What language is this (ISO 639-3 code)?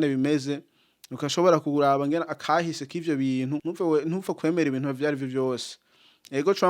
run